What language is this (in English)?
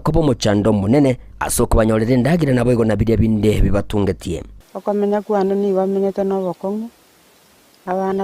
Gusii